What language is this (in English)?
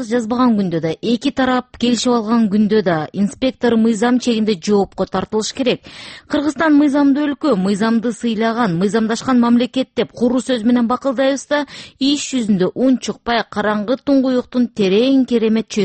Kyrgyz